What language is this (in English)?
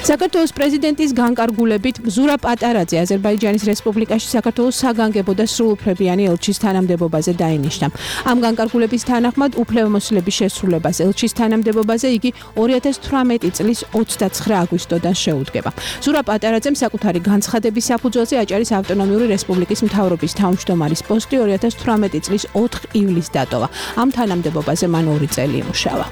Georgian